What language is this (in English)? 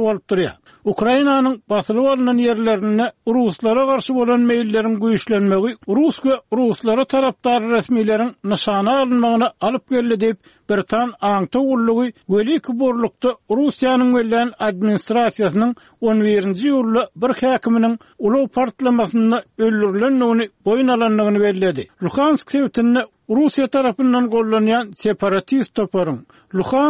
Turkmen